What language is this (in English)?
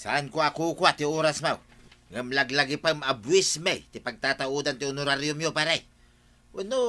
Iloko